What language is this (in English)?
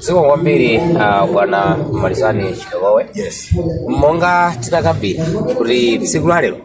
Nyanja